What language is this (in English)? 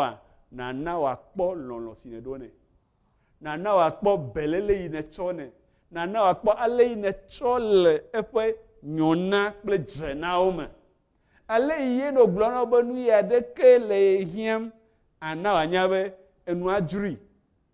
Ewe